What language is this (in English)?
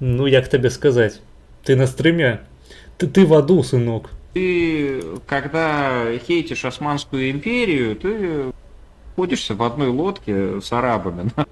Belarusian